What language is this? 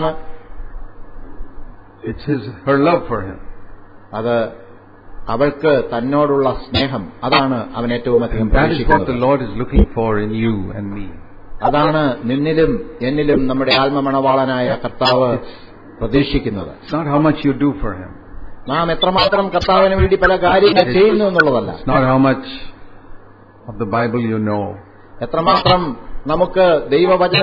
Malayalam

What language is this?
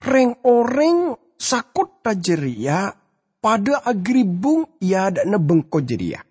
Madurese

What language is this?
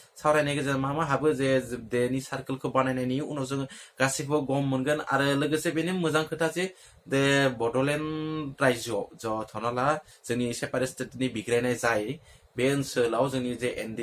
Bodo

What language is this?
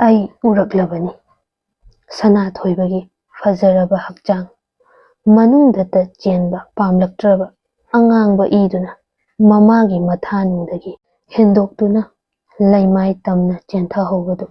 Manipuri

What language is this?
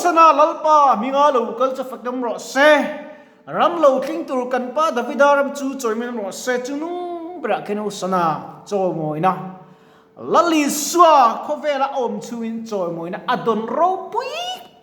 Mizo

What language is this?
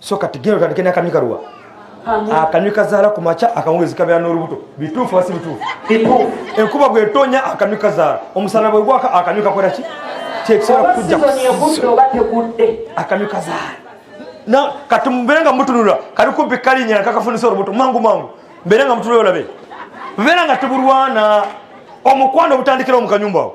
Ganda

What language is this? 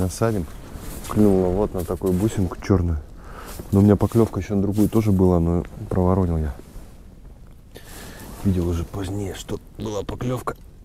Russian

